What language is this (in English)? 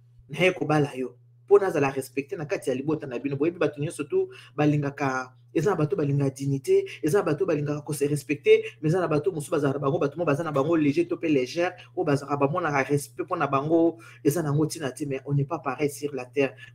Lingala